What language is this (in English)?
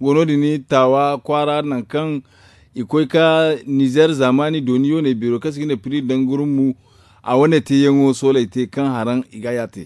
Zarma